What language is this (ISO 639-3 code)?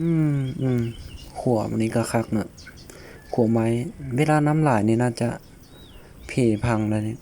lao